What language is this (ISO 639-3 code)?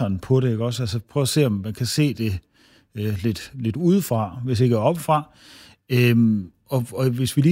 dan